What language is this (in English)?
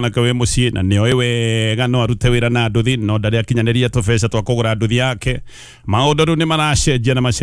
Kikuyu